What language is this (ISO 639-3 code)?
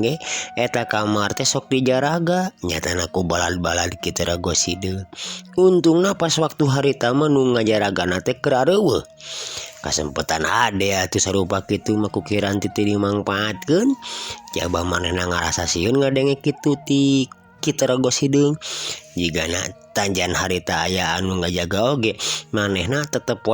sun